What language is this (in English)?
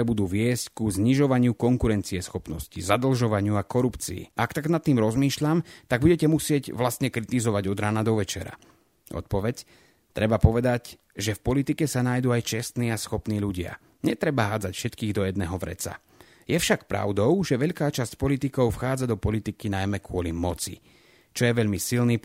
Slovak